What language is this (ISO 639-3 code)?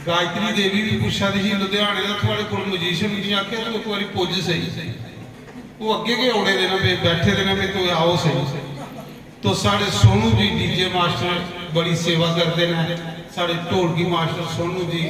doi